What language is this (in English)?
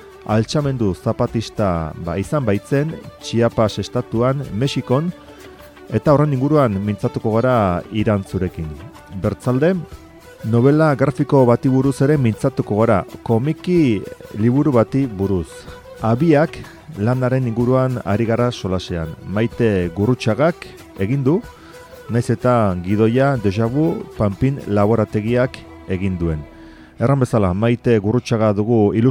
Basque